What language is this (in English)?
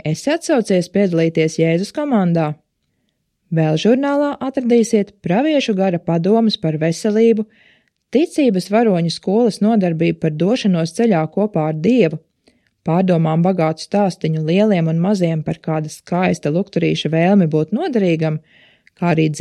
Latvian